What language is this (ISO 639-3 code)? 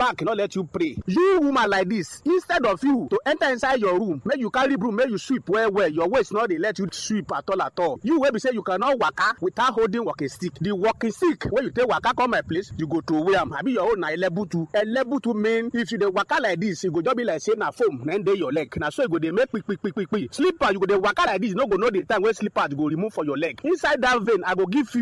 pcm